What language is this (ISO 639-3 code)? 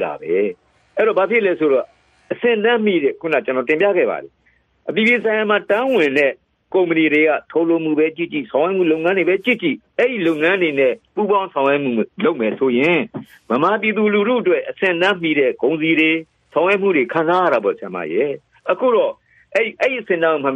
mya